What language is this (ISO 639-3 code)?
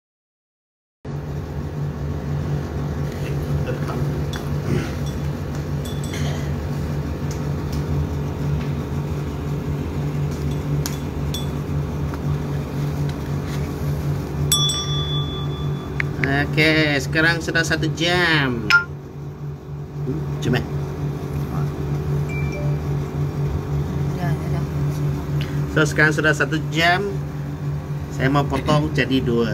msa